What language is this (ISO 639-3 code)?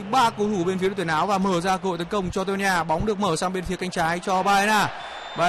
vie